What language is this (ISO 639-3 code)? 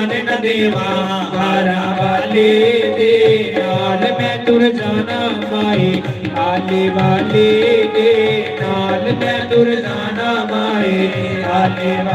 doi